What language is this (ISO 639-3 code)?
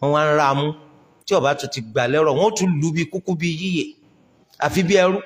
yor